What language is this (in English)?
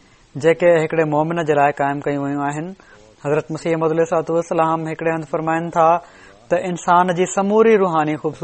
Sindhi